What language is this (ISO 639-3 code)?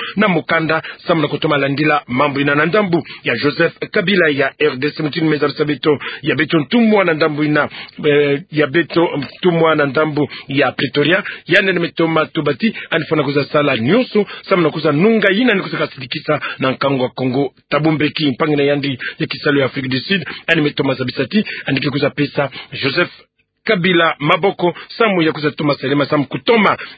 ktu